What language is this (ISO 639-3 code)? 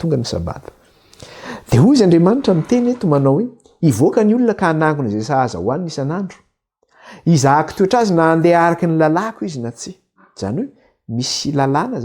mlg